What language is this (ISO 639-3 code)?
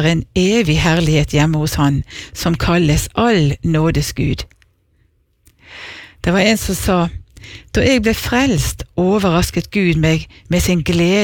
nor